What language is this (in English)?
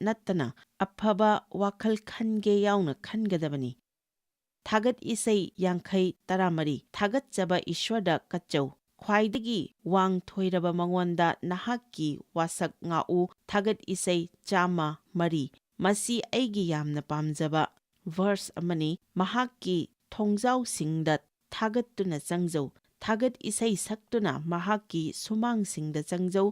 Manipuri